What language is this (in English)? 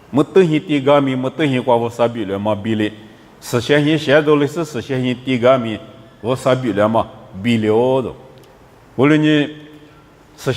Lisu